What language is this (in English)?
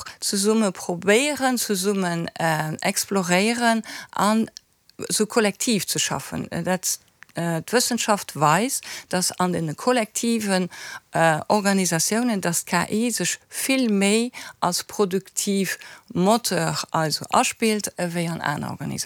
Luxembourgish